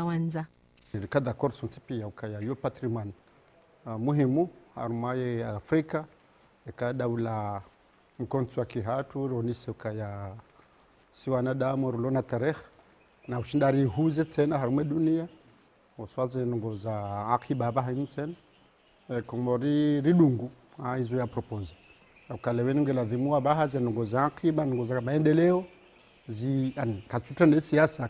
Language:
Ngazidja Comorian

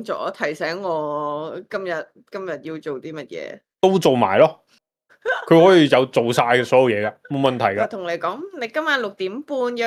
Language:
Cantonese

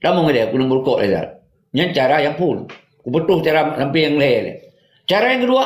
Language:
Achinese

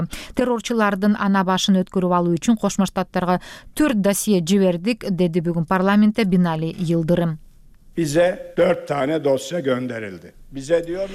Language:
Kyrgyz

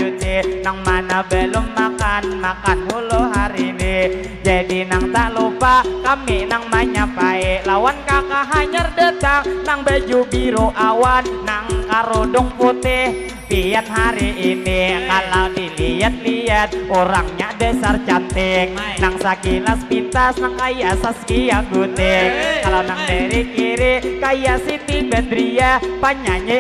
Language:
Banjar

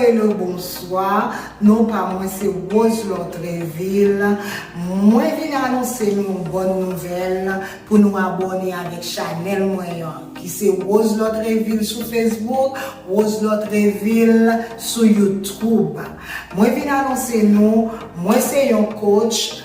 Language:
Haitian Creole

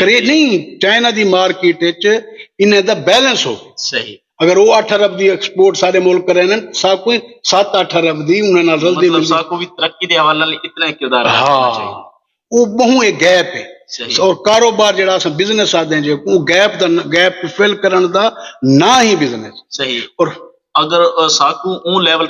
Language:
Saraiki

